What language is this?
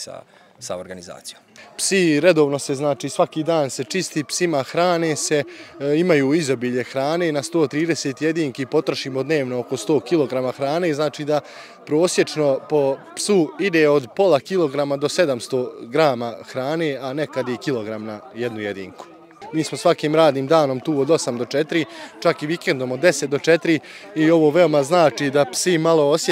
Bosnian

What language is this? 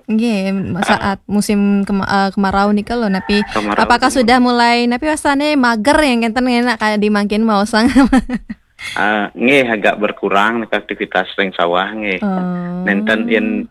Balinese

